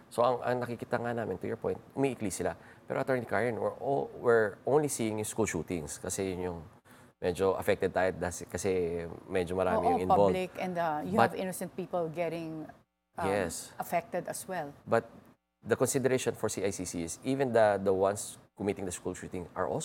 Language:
Filipino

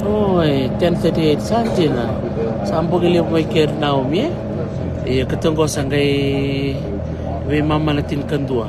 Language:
Fijian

